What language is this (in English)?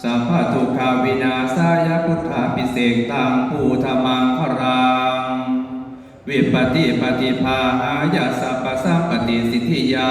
Pali